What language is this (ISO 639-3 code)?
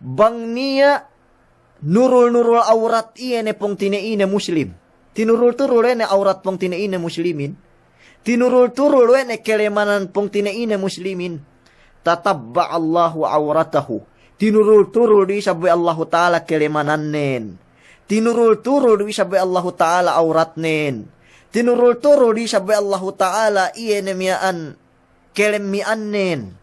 yka